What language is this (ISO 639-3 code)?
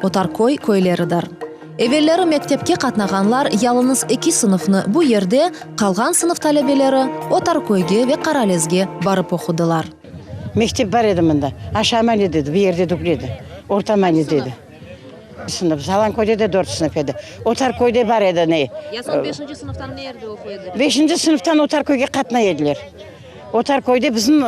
crh